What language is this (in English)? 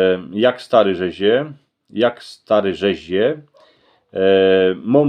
Silesian